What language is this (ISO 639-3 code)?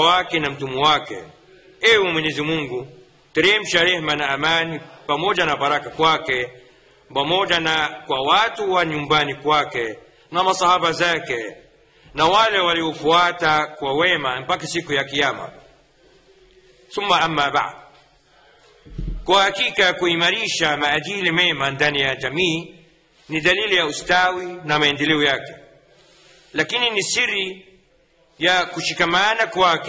swa